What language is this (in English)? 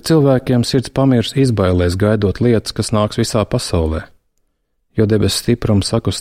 Latvian